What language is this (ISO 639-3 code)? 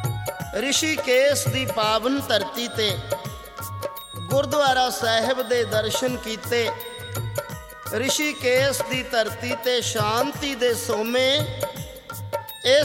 pan